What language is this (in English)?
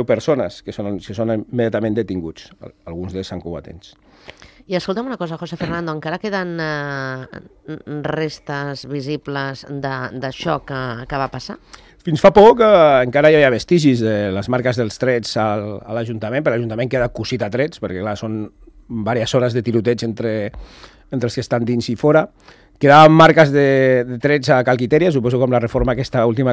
Catalan